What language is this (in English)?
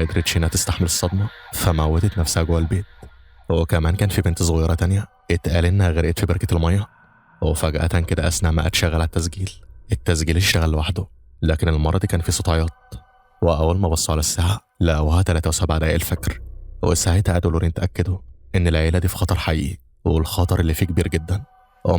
Egyptian Arabic